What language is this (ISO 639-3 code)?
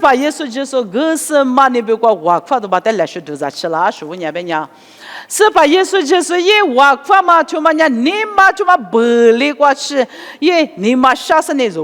lis